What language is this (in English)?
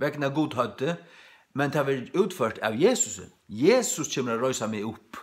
Faroese